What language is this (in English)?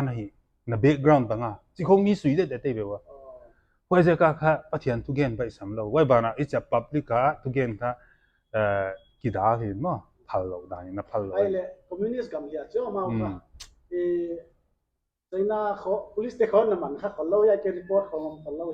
Paite Chin